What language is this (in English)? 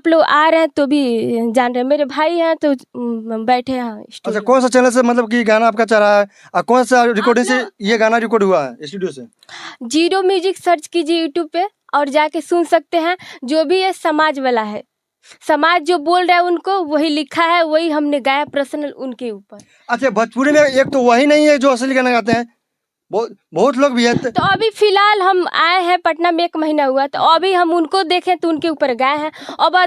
Bhojpuri